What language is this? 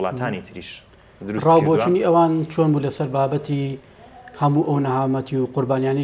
Central Kurdish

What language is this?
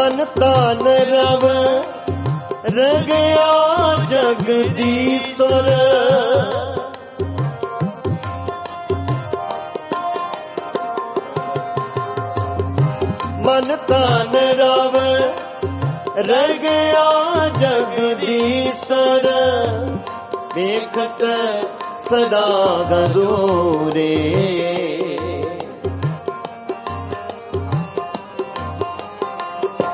Hindi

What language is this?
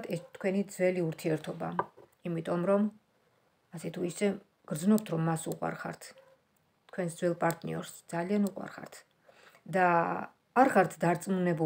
Georgian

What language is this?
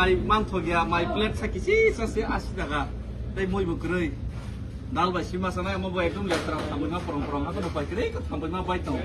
Kok Borok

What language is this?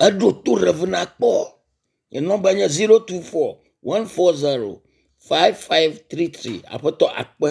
Ewe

